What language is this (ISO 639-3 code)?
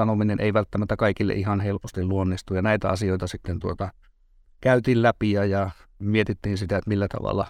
fin